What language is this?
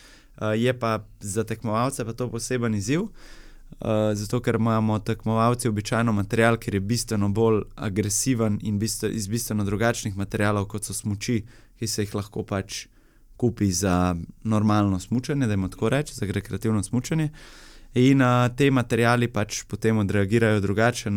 Slovenian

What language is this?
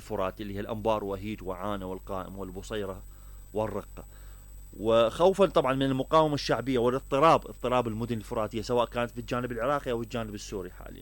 Mesopotamian Arabic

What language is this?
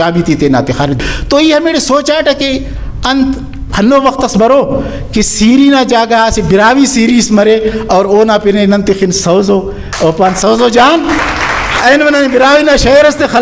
Brahui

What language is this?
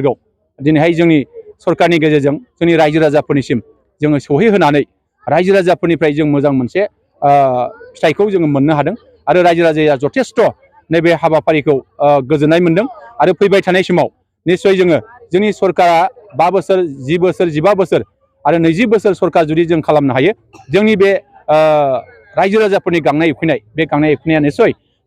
Bodo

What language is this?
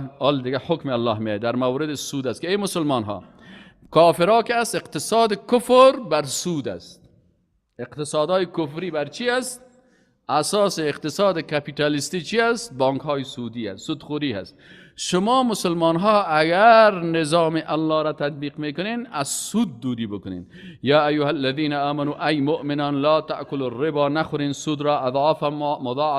Persian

